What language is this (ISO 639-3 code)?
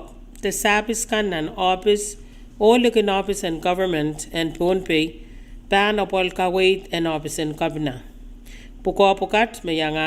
pon